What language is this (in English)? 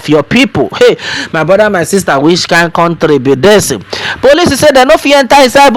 Nigerian Pidgin